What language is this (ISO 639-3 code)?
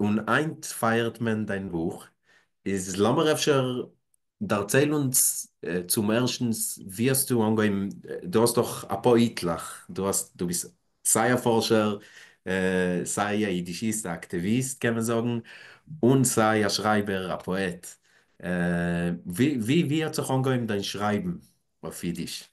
yid